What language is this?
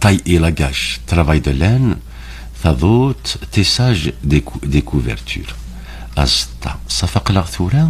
Kabyle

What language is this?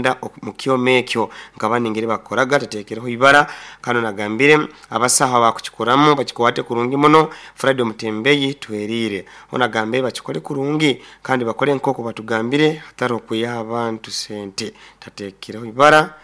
Nyoro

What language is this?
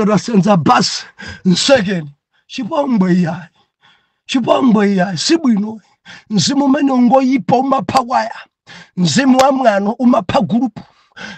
Nyanja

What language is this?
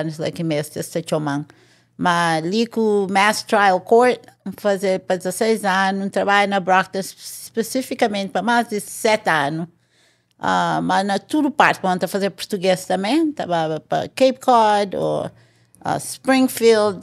Kabuverdianu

